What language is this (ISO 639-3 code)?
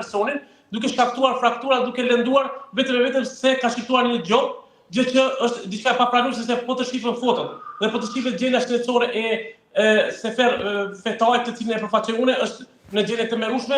sqi